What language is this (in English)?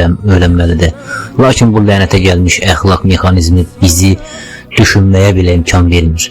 Azerbaijani